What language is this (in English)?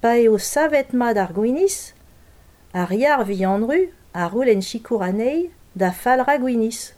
Breton